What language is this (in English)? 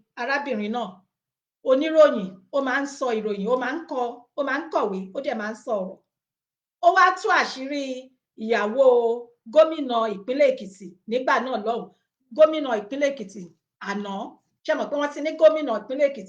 Yoruba